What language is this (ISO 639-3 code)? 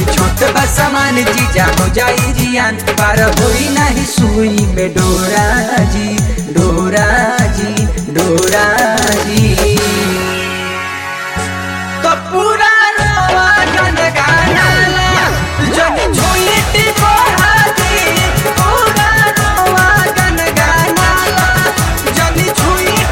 bho